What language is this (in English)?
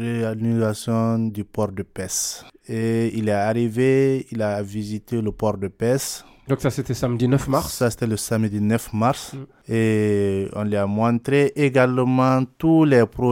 French